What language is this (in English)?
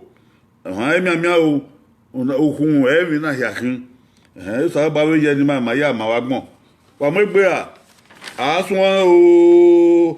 Bini